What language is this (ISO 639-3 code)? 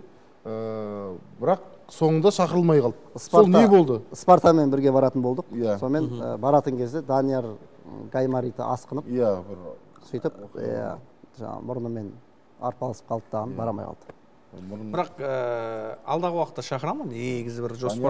kaz